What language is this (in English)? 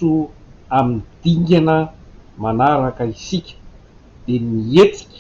Malagasy